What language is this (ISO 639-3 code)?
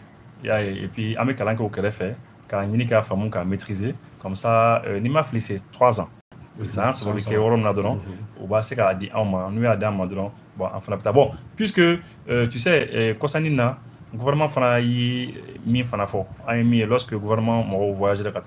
bam